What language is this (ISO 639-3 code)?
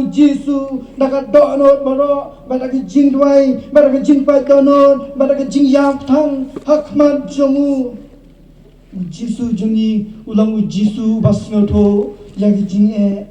kha